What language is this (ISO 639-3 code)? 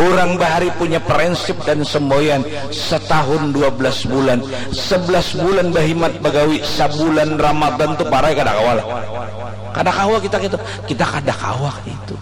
bjn